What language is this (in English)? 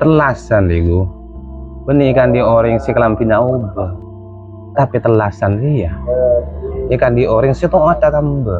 Madurese